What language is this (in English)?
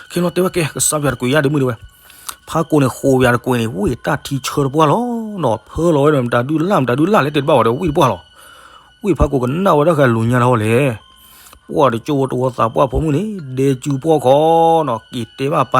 S'gaw Karen